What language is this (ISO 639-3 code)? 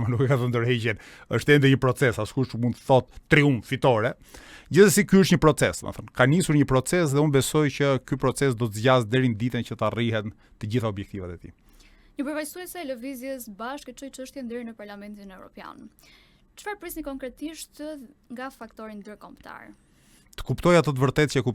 sqi